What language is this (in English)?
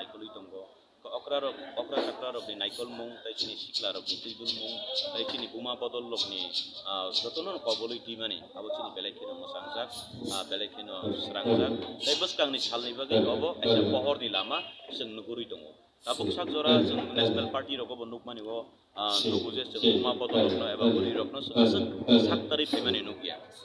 Kok Borok